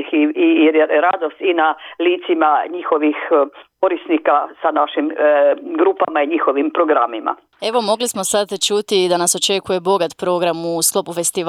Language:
Croatian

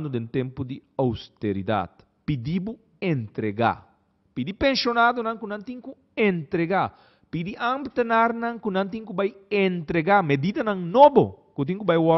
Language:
Papiamento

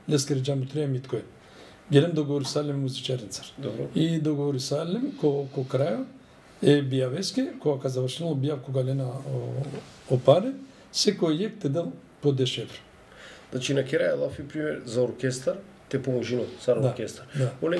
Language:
Macedonian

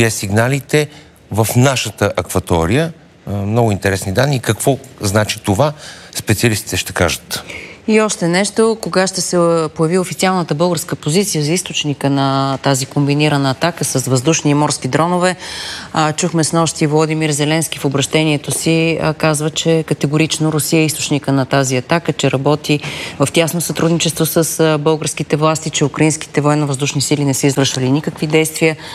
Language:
Bulgarian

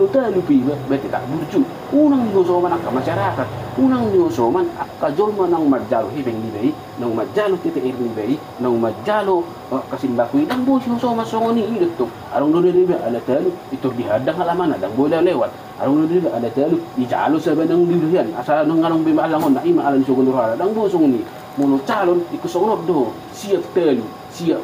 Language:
Batak Toba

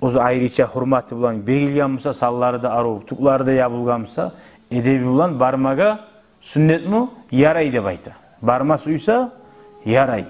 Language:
Kumyk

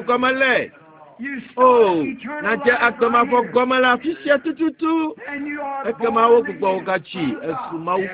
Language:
Ewe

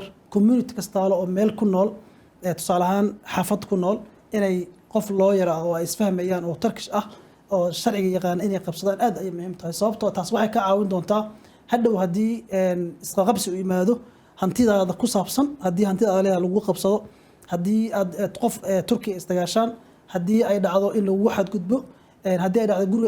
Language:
Somali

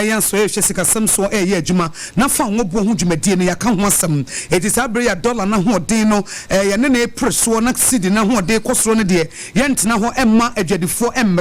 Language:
Akan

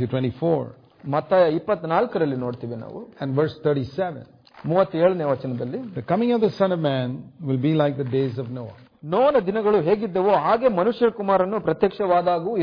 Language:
Kannada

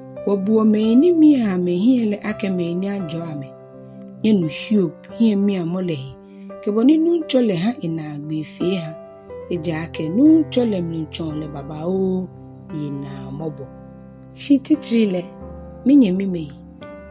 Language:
Ga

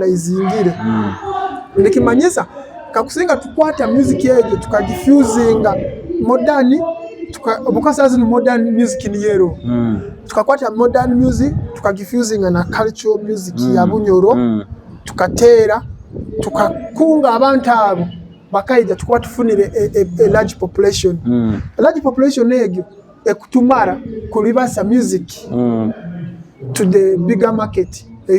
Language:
Nyoro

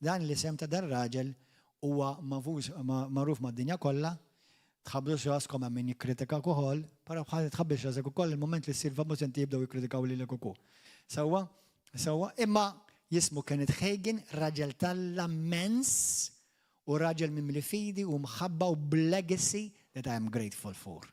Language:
Maltese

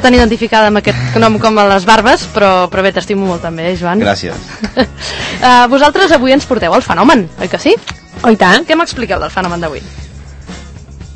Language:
Catalan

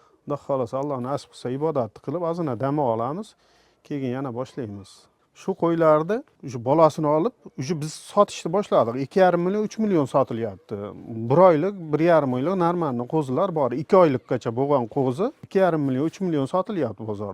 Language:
Uzbek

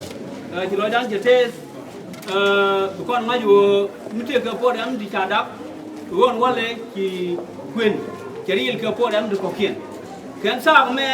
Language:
Nuer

